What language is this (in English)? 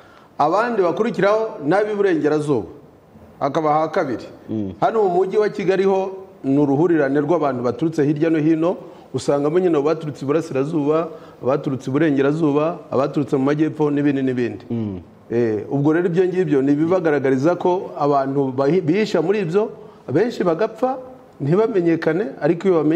Kinyarwanda